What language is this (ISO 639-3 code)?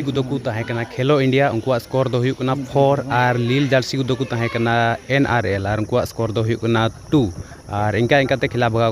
sat